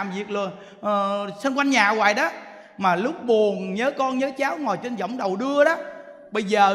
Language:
Vietnamese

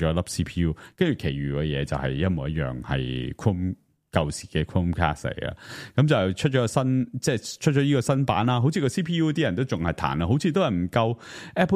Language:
Cantonese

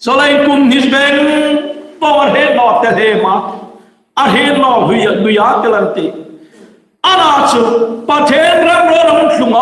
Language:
Hmar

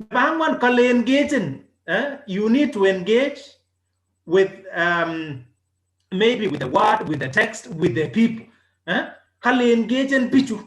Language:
Kalenjin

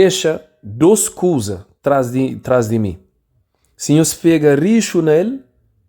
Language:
Kabuverdianu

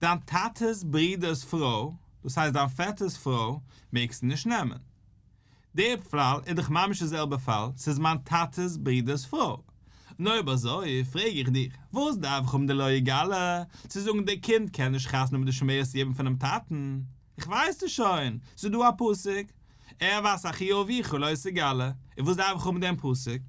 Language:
Yiddish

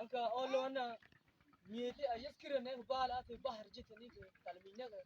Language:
Mabaan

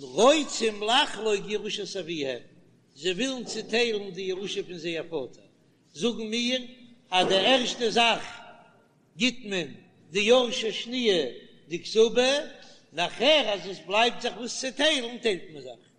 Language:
Yiddish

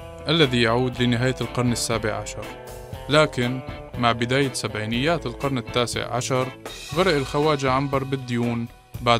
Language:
Arabic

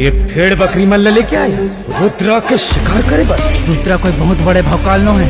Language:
Chhattisgarhi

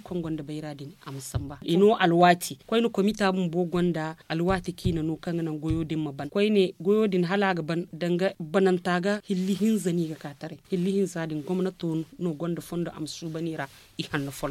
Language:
Zarma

